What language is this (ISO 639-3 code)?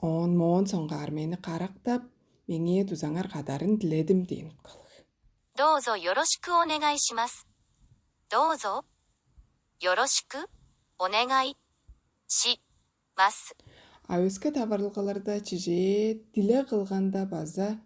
tyv